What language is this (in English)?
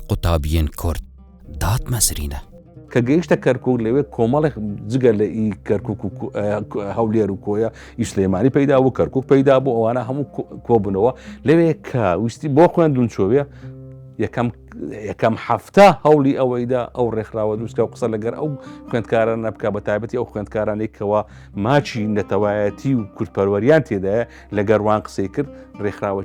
Central Kurdish